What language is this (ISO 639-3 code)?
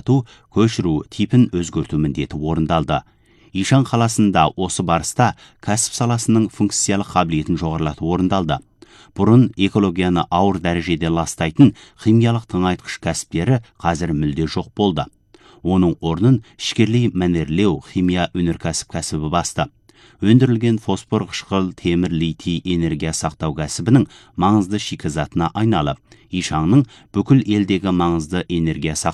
kaz